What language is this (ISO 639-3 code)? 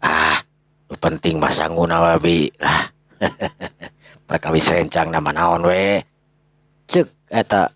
sun